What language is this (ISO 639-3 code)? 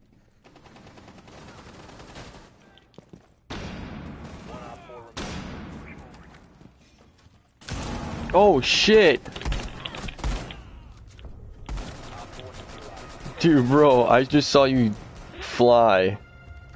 eng